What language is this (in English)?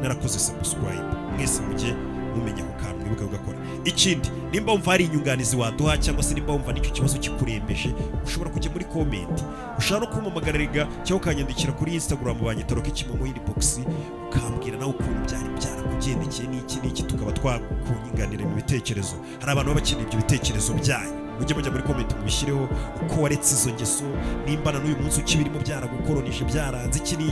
Kinyarwanda